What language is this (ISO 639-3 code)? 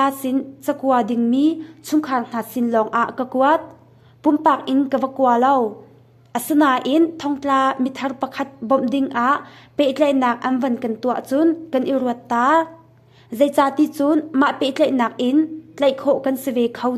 cnh